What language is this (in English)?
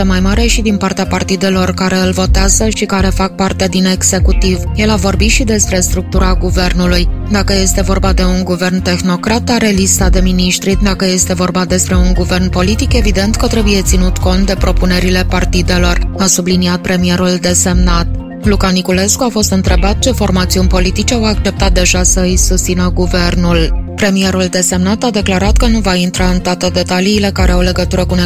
Romanian